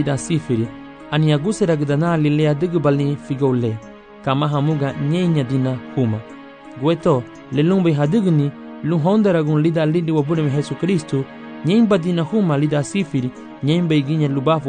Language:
Garifuna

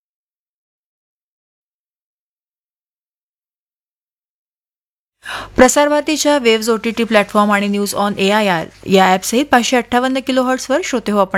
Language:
Marathi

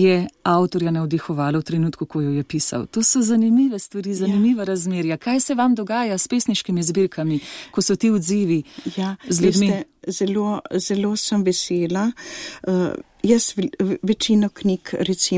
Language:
Slovenian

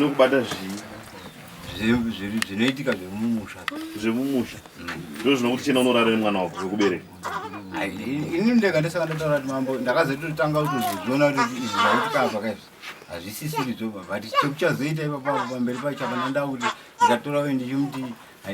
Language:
Shona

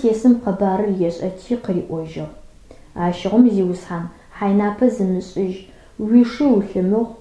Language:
Adyghe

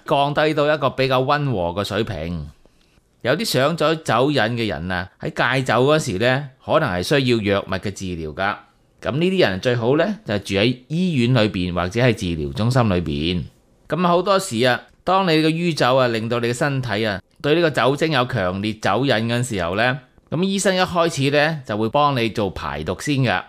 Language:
Cantonese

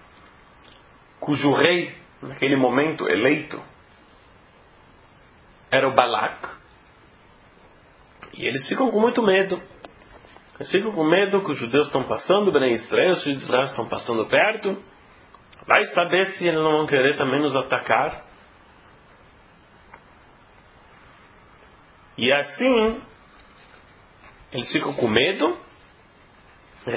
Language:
Portuguese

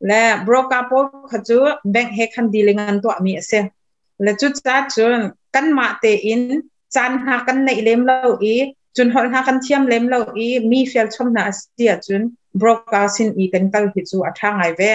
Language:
Hakha Chin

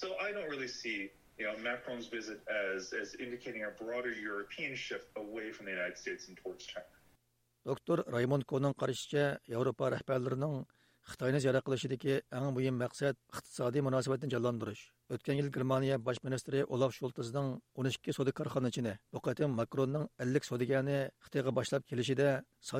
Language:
Uyghur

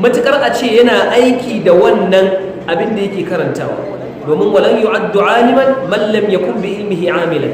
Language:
Hausa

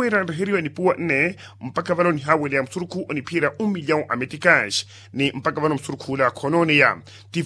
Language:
Makhuwa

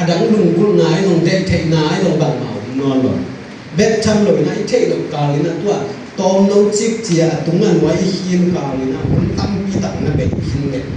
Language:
Tedim Chin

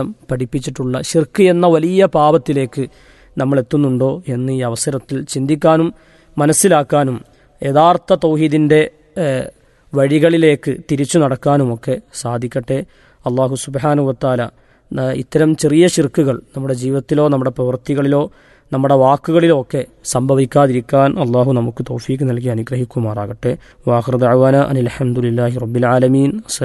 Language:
Malayalam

